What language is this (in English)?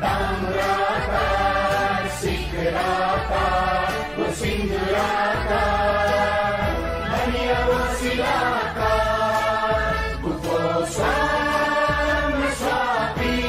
Newari